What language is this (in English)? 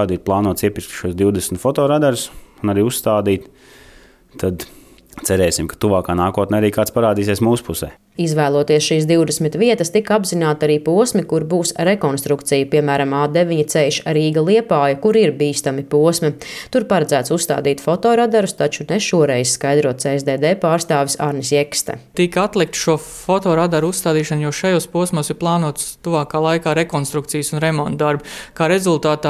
Latvian